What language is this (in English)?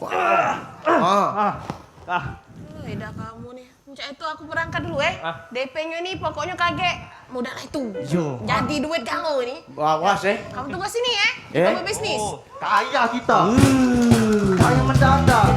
Musi